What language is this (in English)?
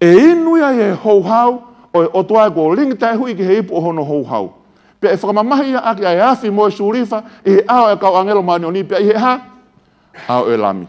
Tongan